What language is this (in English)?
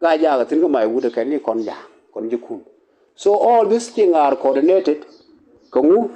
Nuer